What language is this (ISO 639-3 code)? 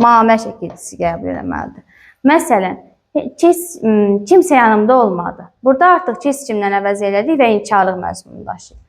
aze